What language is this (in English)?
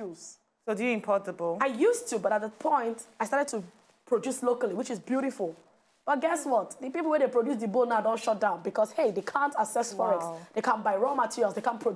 Nigerian Pidgin